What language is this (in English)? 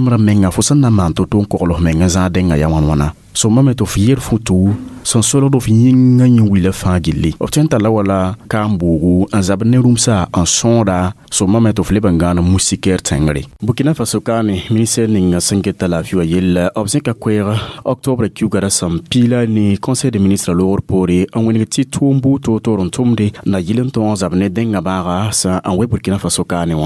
Mossi